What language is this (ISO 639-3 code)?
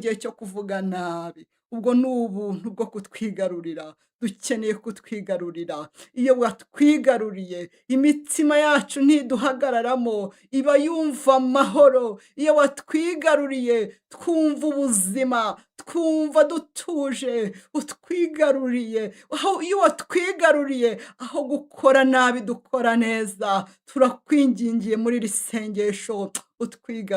kin